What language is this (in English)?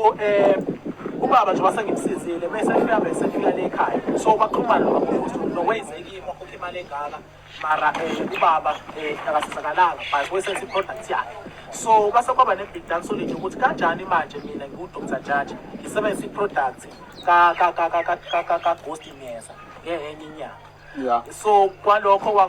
Zulu